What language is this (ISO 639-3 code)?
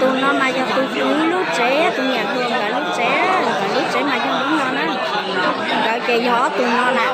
hmn